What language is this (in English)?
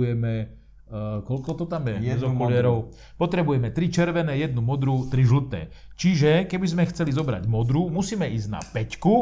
Slovak